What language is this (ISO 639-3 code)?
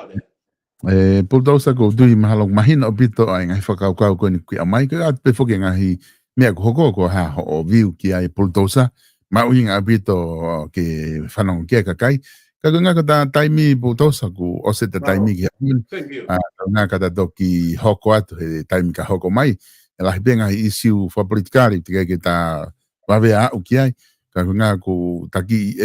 ton